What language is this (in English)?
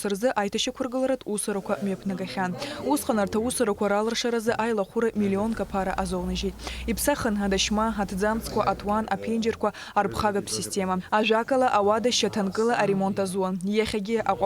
Abkhazian